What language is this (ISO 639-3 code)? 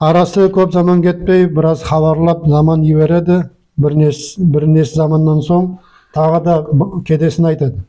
nog